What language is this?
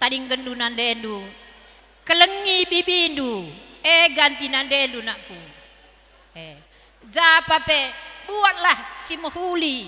Batak Karo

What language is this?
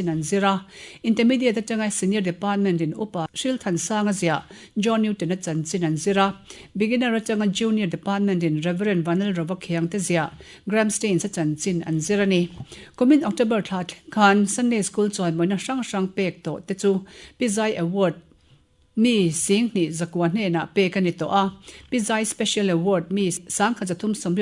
Mizo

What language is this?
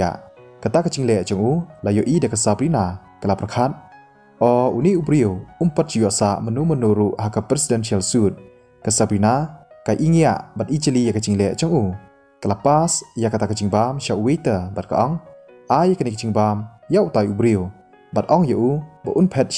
Khasi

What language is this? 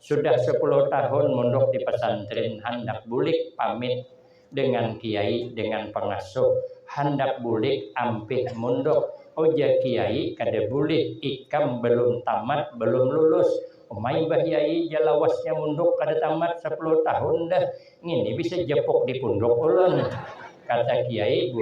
Banjar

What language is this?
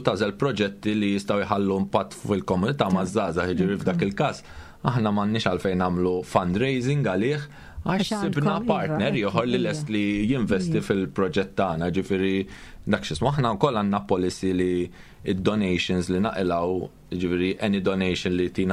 Maltese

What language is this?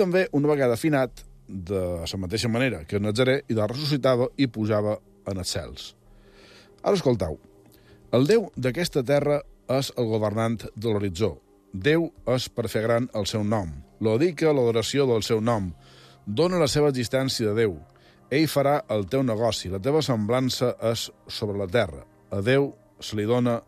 Catalan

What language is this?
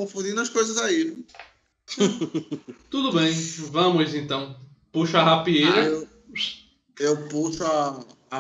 Portuguese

